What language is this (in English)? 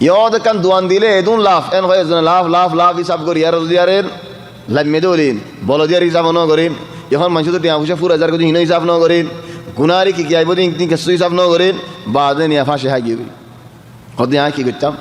Rohingya